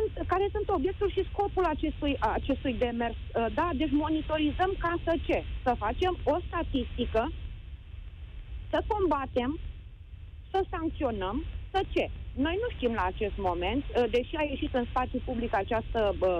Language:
Romanian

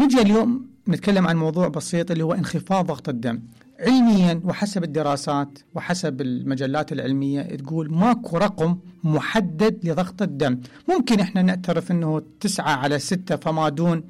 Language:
Mesopotamian Arabic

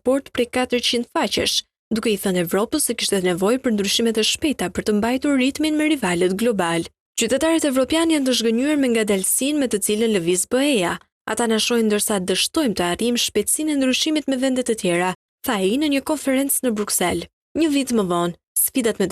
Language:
Albanian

